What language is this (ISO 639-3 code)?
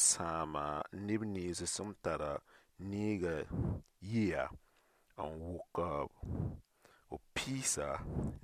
mos